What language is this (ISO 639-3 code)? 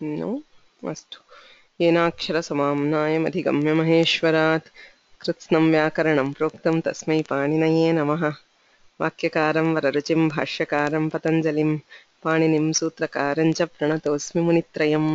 san